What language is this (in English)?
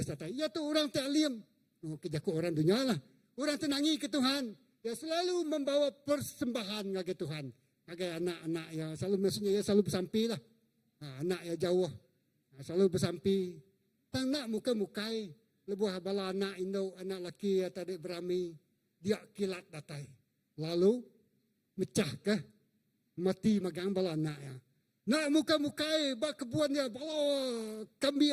Iban